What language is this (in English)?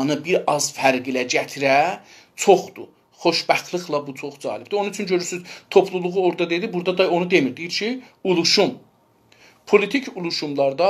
South Azerbaijani